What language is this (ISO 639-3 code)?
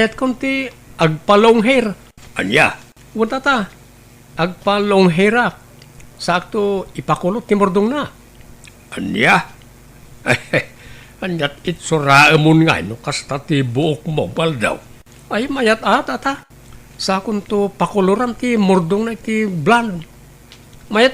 ilo